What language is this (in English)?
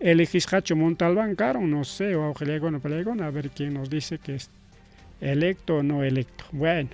Ayacucho Quechua